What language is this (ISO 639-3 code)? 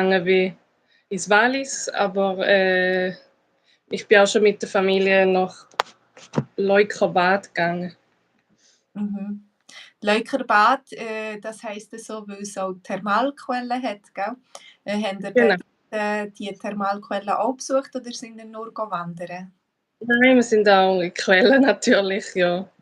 gsw